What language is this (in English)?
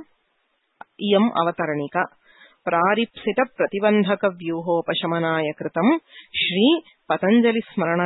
Sanskrit